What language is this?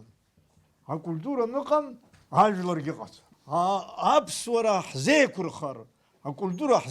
Abkhazian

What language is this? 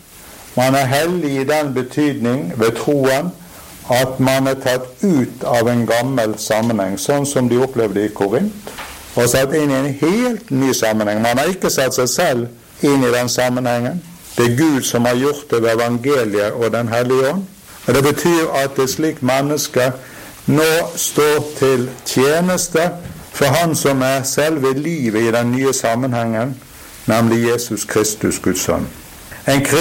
Norwegian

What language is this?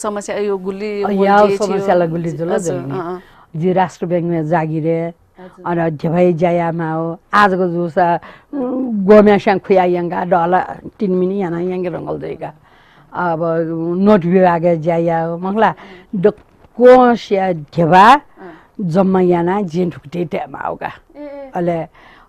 Newari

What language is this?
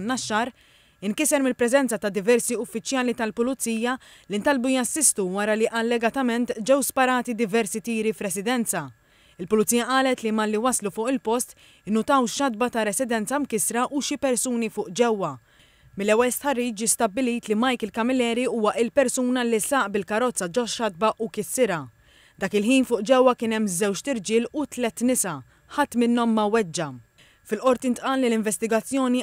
Maltese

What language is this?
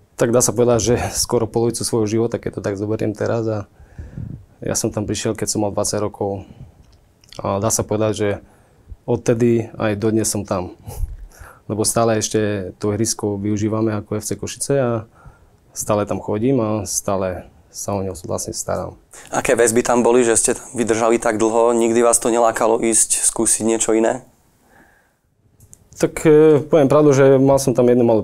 Slovak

